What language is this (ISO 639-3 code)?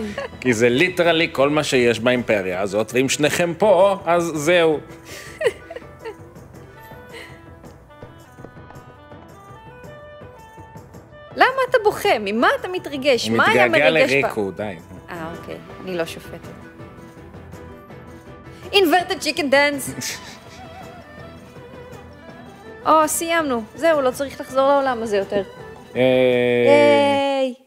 heb